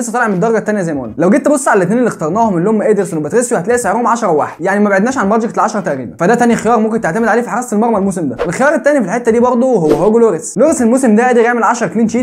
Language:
Egyptian Arabic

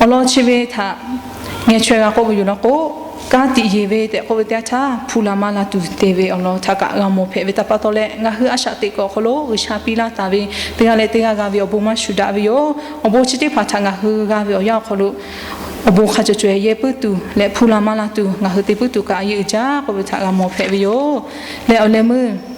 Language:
Lahu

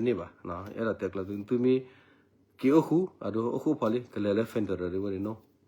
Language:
S'gaw Karen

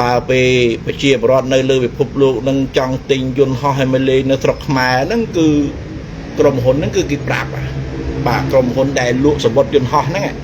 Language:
Khmer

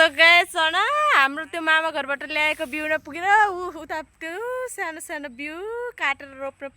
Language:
Nepali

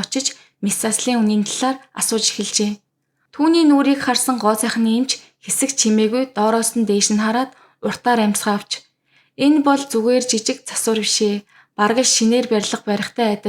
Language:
Mongolian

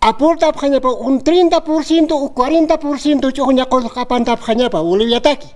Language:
Aymara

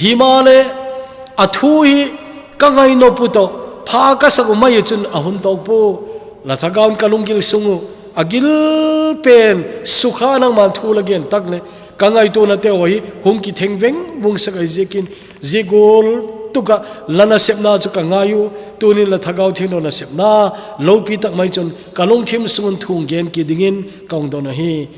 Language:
Thado Chin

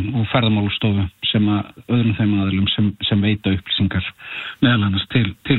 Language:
Icelandic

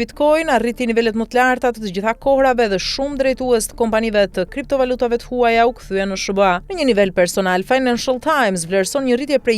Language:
Albanian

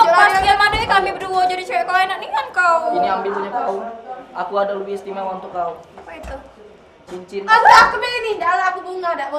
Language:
Musi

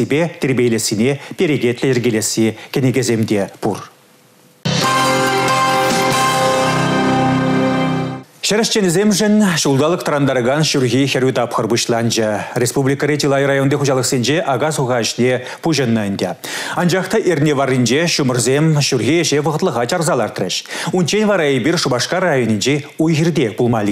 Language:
Chuvash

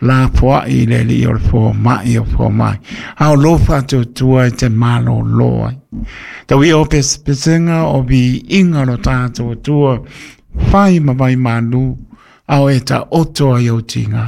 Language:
Samoan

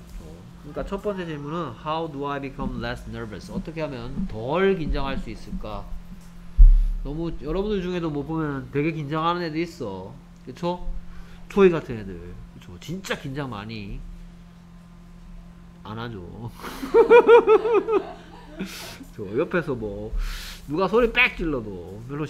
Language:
Korean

